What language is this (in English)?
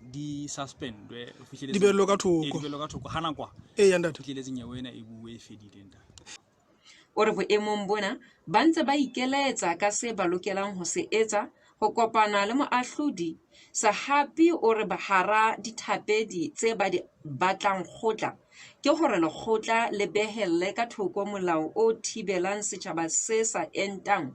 Southern Sotho